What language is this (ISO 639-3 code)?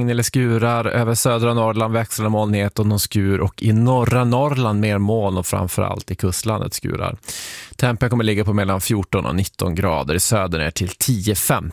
swe